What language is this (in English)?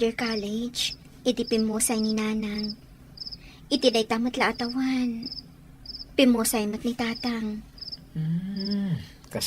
Iloko